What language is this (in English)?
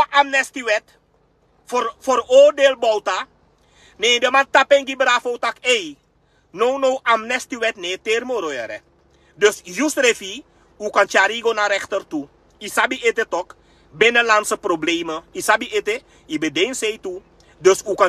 Sranan Tongo